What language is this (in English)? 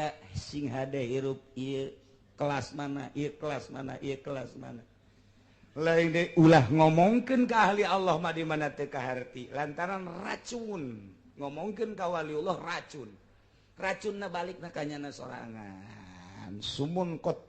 Sundanese